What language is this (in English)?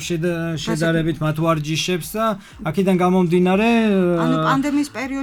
Georgian